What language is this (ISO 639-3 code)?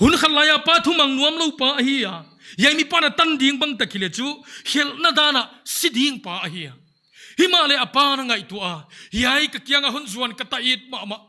pck